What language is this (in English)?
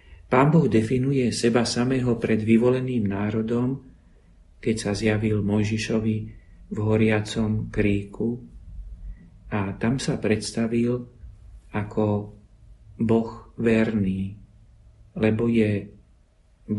Slovak